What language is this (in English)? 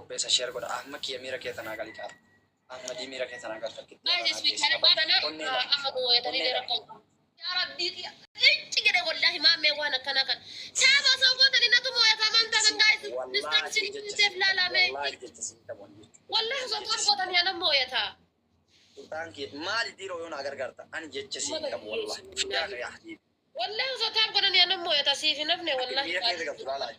Oromo